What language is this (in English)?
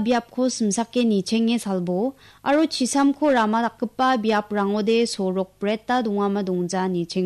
Garo